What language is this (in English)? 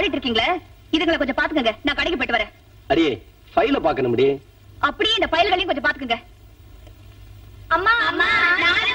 Tamil